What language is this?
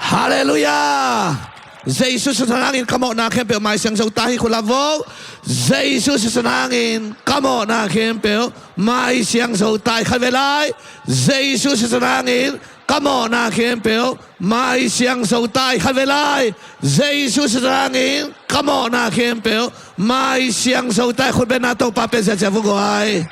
Tedim Chin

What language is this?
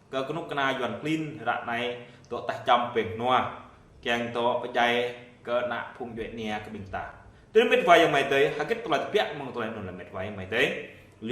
Jarai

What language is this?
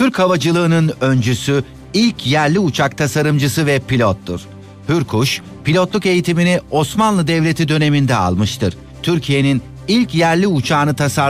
Turkish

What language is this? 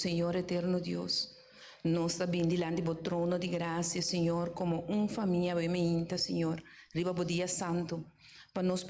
Papiamento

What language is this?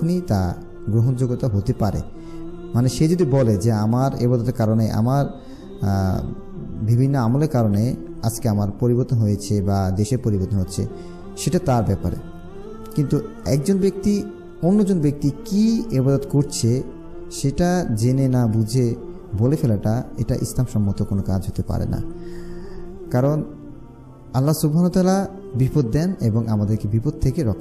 Bangla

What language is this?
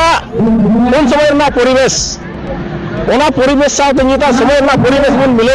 Santali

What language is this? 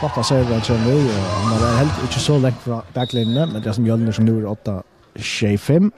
Faroese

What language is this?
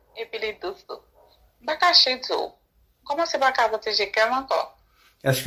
Haitian Creole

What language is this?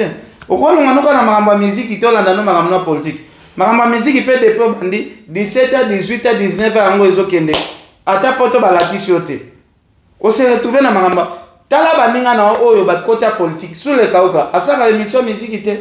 Lingala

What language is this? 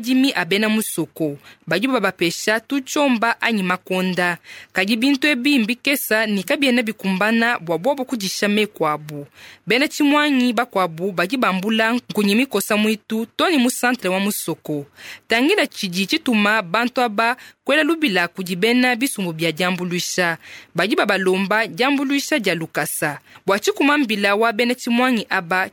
Luba-Lulua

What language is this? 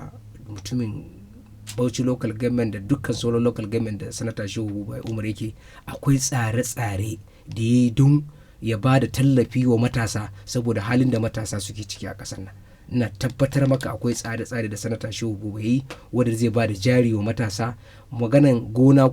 Hausa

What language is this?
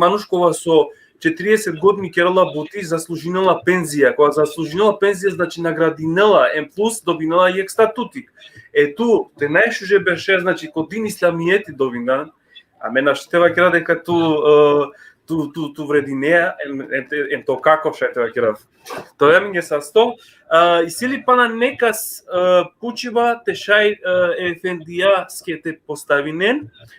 Balkan Romani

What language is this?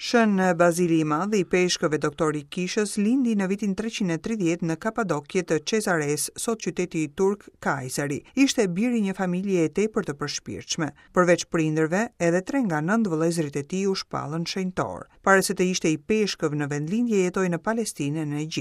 Albanian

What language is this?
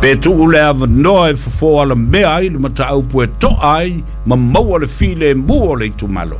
Samoan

